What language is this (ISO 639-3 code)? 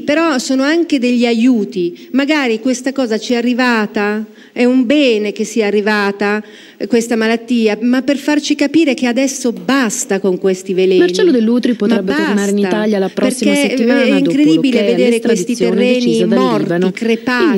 ita